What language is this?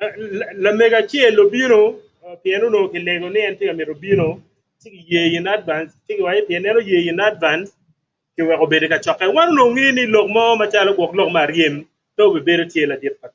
Acoli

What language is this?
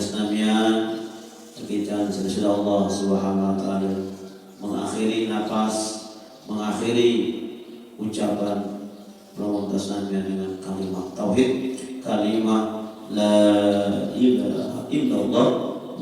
Sasak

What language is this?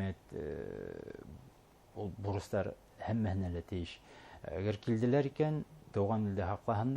Bashkir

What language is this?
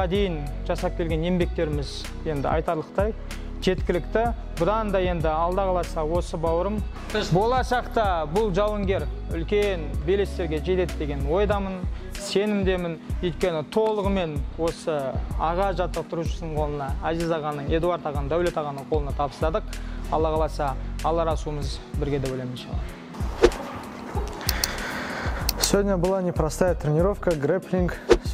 Kazakh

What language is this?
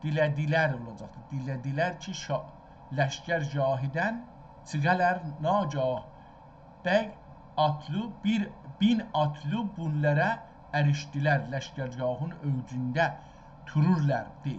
South Azerbaijani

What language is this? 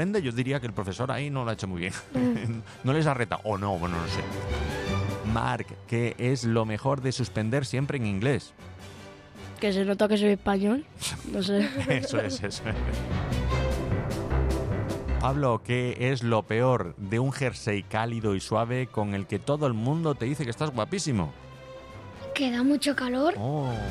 Spanish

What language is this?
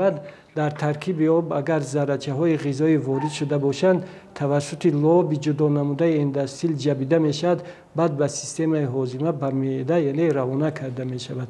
Tajik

